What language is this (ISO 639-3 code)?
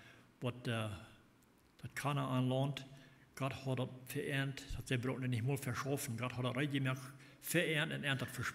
pdt